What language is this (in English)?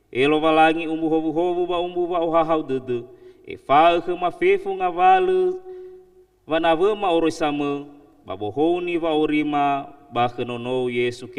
Nias